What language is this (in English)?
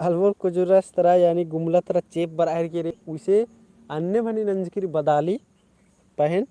Kurukh